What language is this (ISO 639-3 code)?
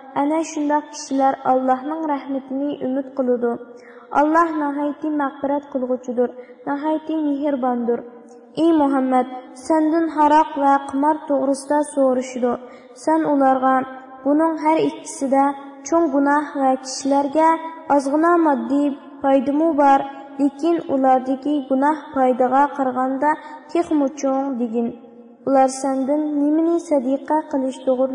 uig